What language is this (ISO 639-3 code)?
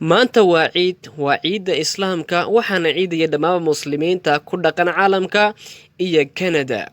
som